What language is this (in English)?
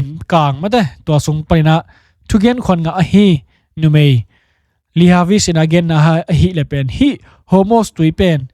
Tedim Chin